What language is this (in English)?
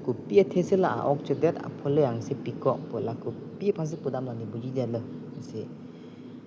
Karbi